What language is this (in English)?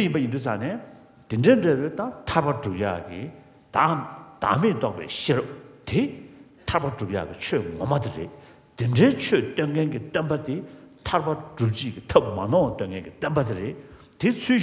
Tibetan